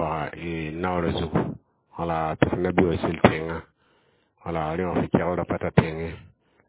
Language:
Mossi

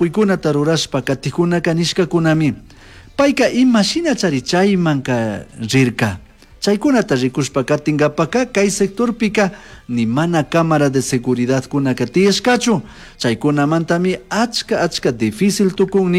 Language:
Chimborazo Highland Quichua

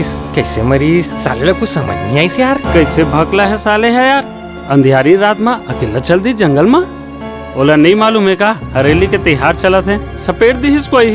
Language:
Chhattisgarhi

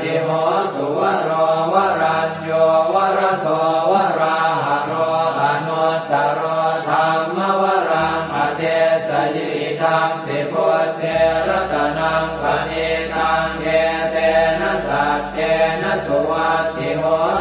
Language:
Pali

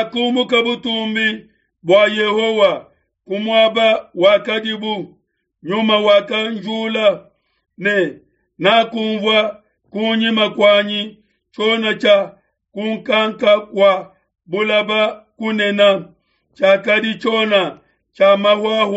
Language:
Luba-Lulua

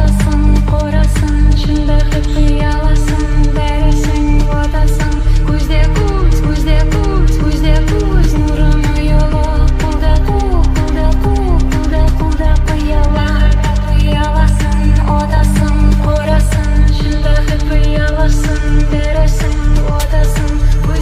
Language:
Kara-Kalpak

